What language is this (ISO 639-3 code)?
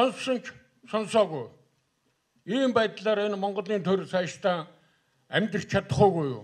mon